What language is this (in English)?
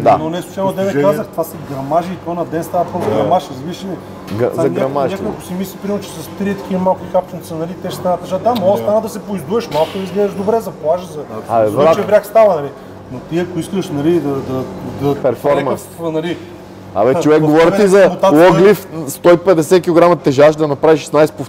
Bulgarian